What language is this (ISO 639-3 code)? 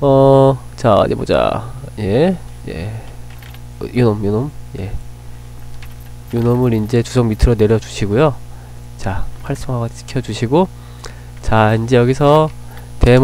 kor